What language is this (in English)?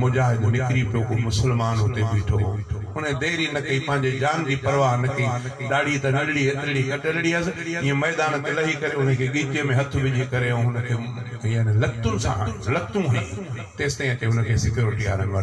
Sindhi